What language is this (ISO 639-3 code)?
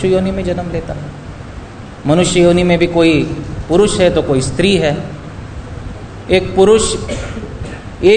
hin